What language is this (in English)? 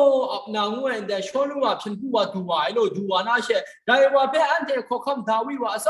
Kachin